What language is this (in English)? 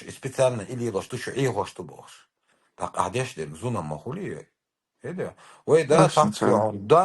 Chechen